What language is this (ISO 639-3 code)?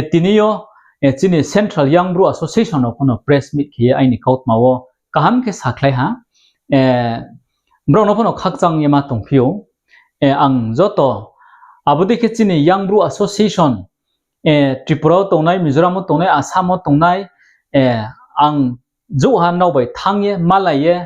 ria